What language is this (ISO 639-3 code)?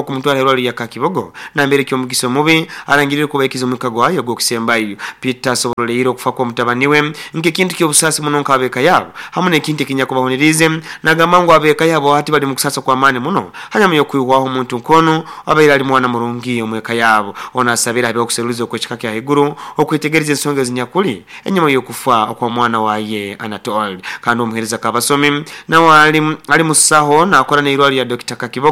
nyo